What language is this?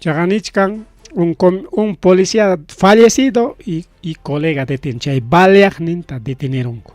Ayacucho Quechua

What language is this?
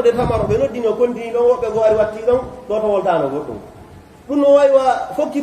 Fula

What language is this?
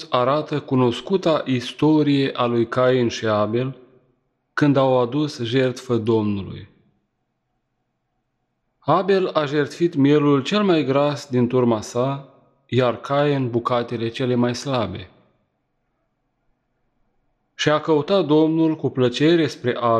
Romanian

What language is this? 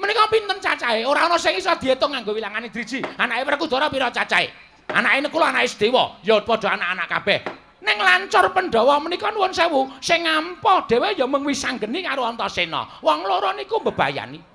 Javanese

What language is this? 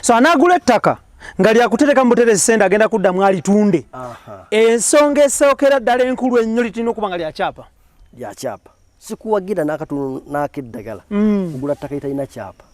Ganda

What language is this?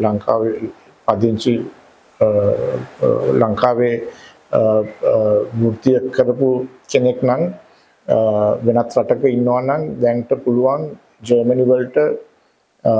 Sinhala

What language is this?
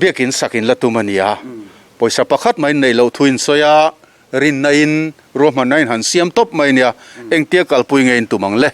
Mizo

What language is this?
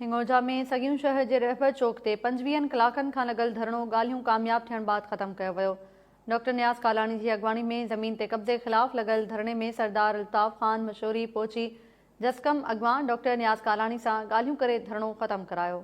Sindhi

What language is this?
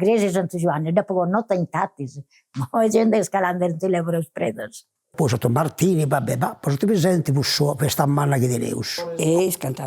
Sardinian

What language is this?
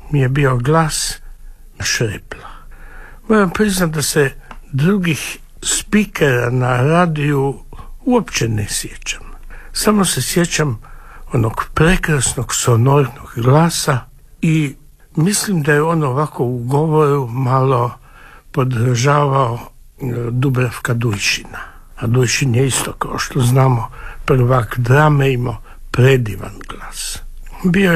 Croatian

